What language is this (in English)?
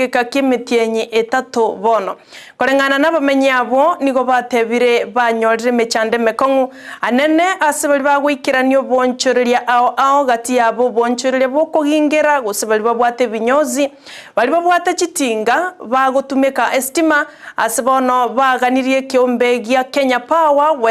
Gusii